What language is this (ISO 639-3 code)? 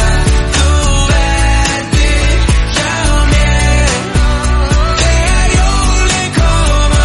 isl